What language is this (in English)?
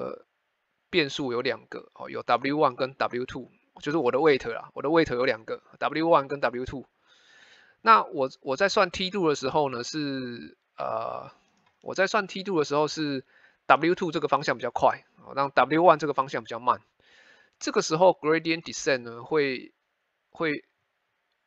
Chinese